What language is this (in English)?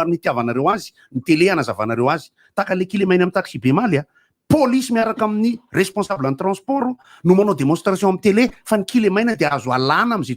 Malagasy